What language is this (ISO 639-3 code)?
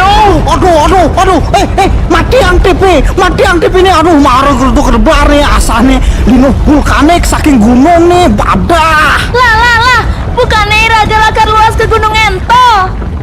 ban